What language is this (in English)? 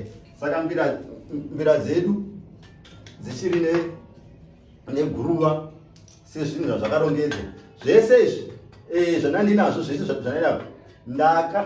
Shona